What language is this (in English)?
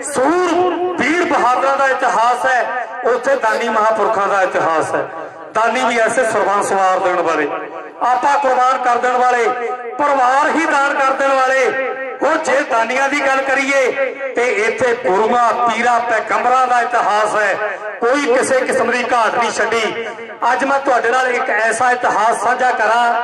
Punjabi